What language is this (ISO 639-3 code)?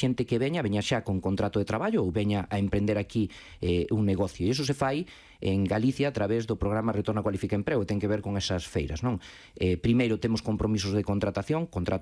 glg